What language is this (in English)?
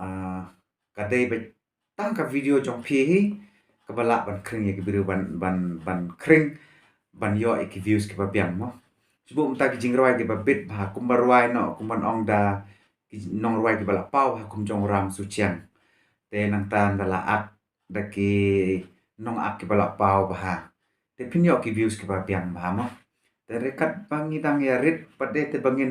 Khasi